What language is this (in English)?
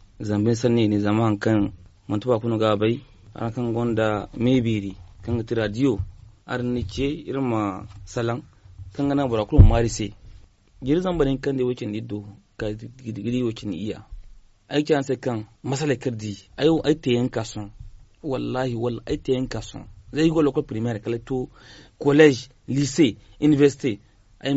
Zarma